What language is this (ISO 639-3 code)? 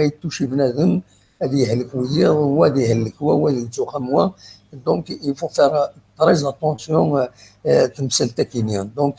kab